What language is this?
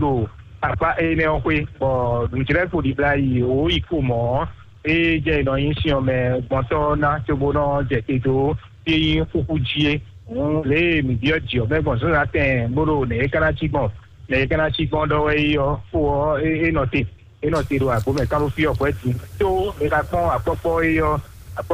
Fon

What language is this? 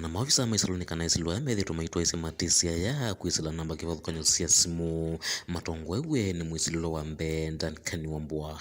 Kamba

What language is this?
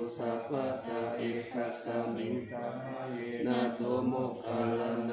Pali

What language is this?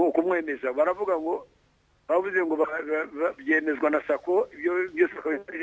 Kinyarwanda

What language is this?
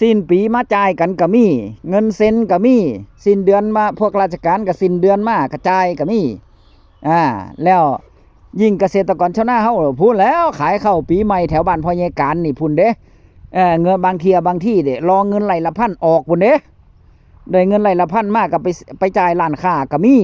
Northeastern Thai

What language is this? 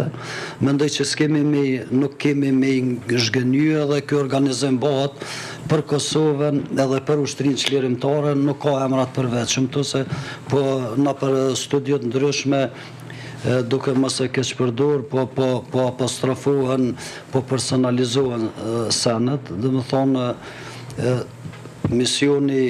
Albanian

